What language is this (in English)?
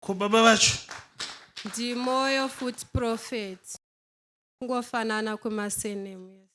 Shona